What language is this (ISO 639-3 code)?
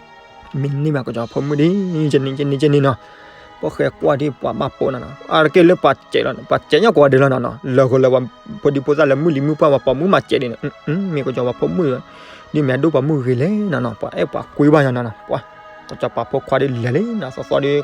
ksw